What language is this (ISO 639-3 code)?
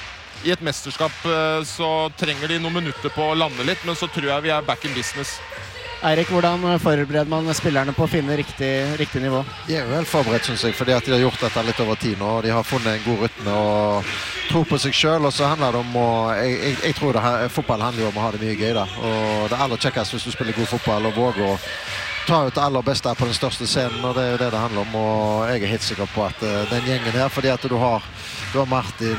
nor